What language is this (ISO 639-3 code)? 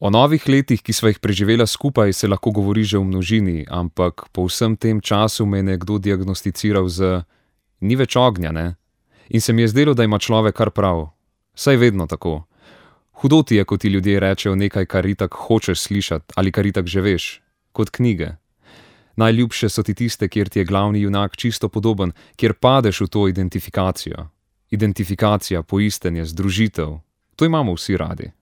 slv